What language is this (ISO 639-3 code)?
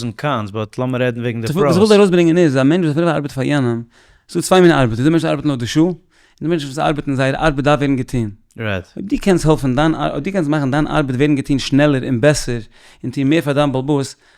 yid